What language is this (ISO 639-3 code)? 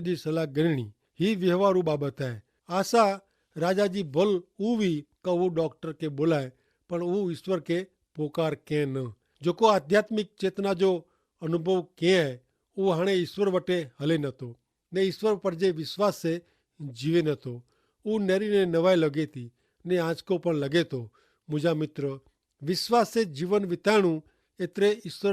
kfr